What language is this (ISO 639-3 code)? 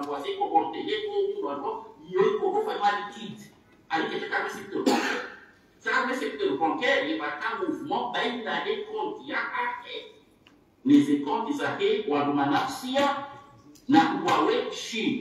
swa